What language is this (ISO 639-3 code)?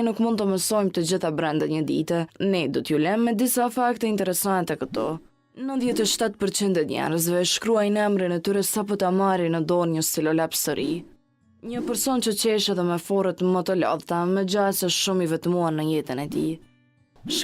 sqi